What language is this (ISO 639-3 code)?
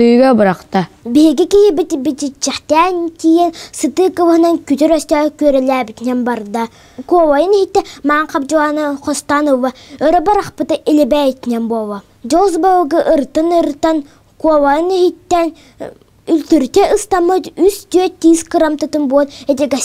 sah